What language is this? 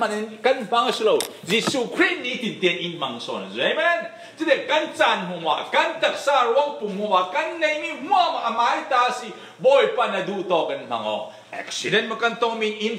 Falam Chin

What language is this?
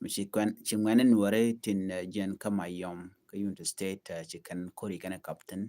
Nuer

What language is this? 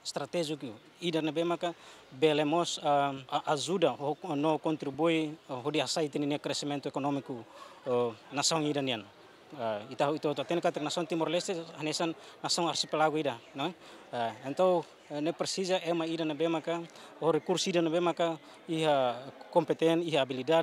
Tetum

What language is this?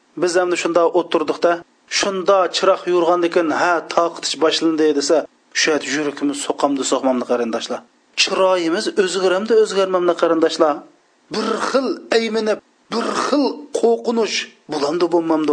Uyghur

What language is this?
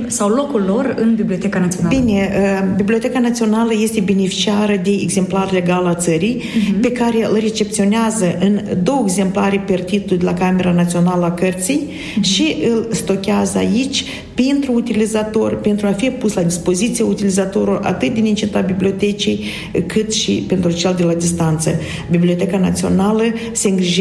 Romanian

